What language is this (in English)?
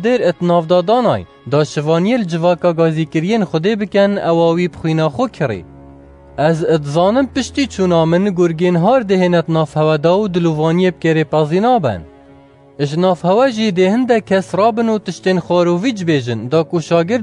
Kurdish